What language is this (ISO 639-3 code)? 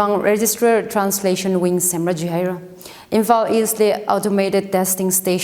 nmf